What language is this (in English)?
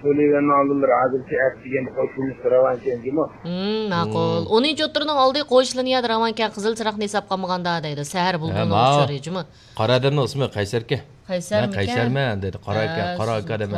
Uyghur